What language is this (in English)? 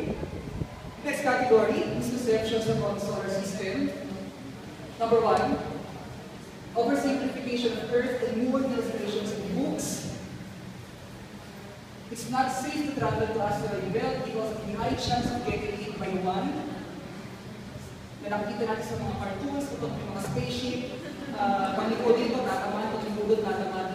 Filipino